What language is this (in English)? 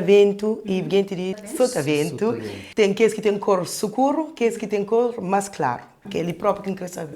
Kabuverdianu